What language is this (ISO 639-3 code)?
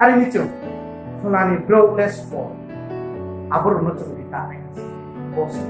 ria